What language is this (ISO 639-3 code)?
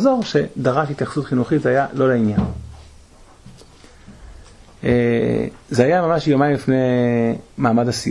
heb